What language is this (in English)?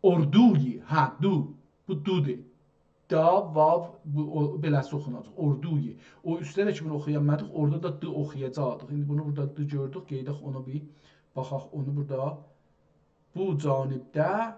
South Azerbaijani